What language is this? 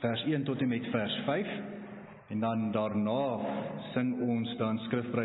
Afrikaans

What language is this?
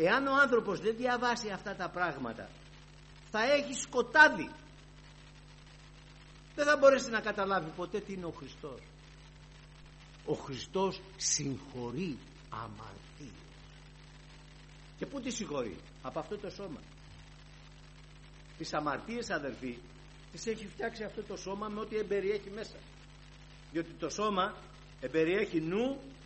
Greek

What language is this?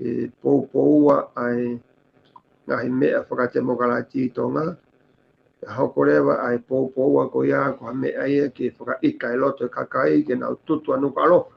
Tongan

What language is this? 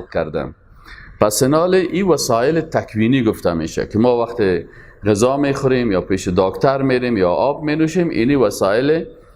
Persian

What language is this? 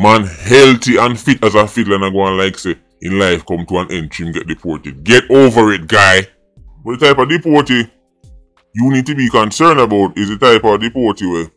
Jamaican Creole English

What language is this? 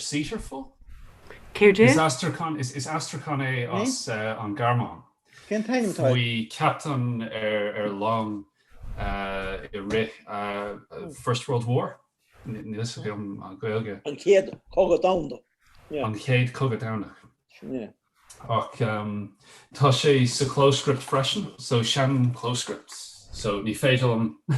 Irish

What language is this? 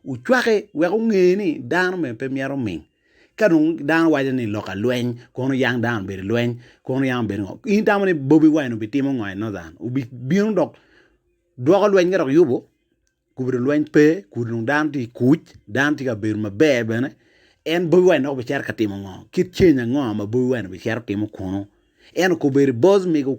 Acoli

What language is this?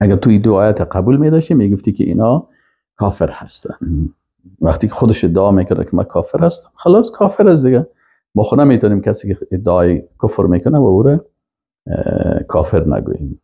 Persian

